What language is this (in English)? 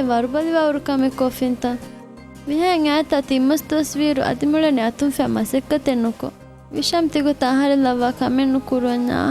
Divehi